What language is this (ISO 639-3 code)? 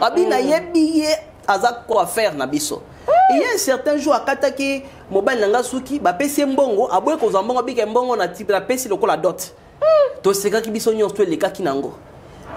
lin